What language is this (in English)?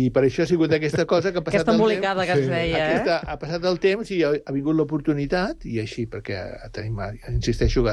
Catalan